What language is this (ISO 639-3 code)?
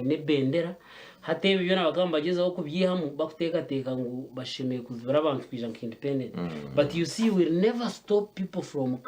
nyn